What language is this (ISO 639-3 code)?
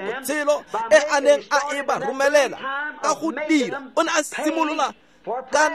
tsn